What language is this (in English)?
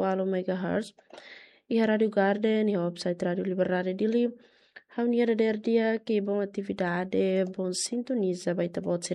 Tetum